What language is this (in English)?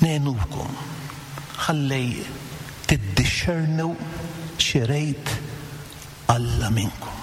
Maltese